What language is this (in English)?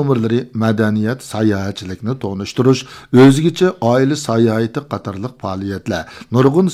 Uyghur